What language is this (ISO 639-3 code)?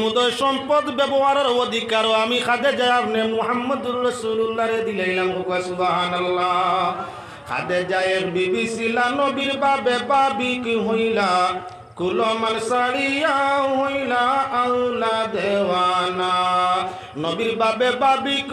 syl